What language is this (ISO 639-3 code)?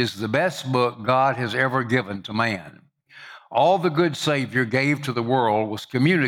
eng